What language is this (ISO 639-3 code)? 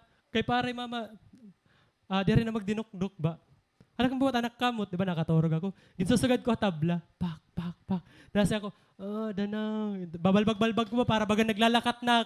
war